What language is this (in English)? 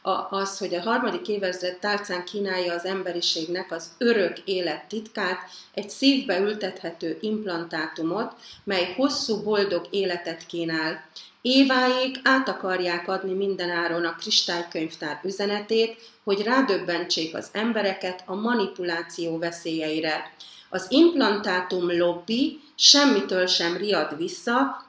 Hungarian